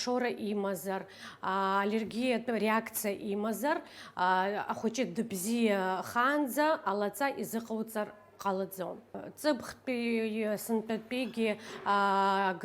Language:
Abkhazian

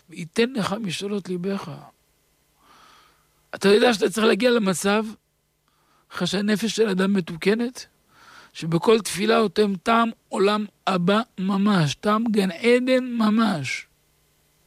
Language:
Hebrew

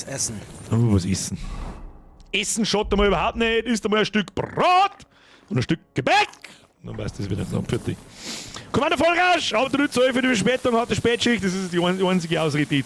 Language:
Bavarian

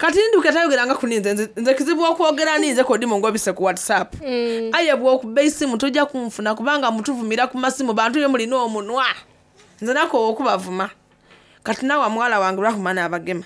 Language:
Soga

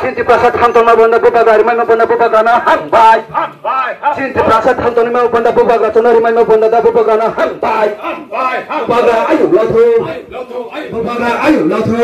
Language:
Riang (India)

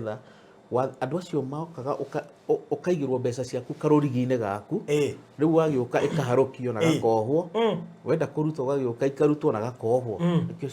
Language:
Kikuyu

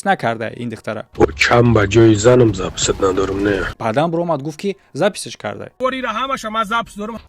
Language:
Tajik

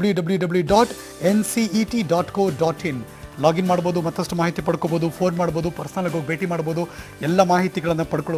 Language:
Kannada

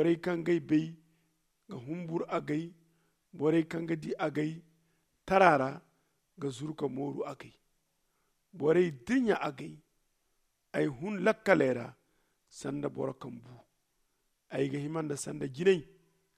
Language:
Zarma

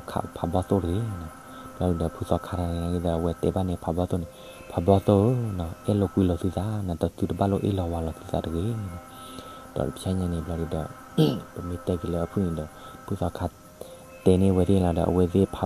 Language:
S'gaw Karen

